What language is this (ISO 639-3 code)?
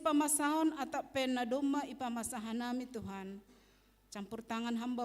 bts